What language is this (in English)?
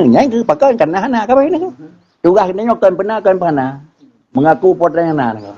Achinese